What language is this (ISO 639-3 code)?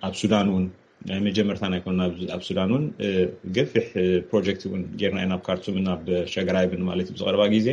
tir